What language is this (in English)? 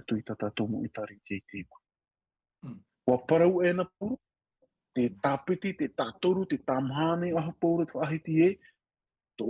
Tahitian